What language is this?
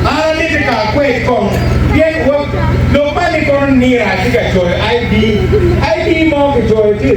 Acoli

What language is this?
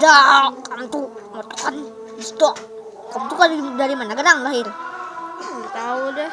Banjar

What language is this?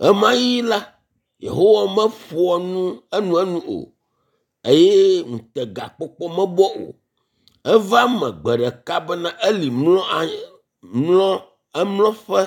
Ewe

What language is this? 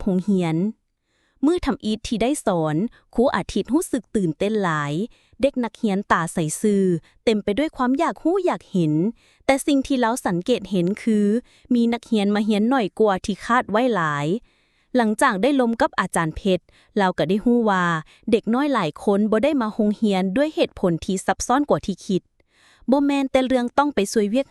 Lao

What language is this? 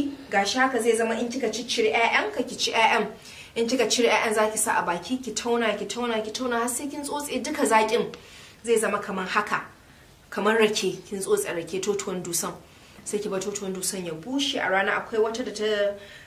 Hausa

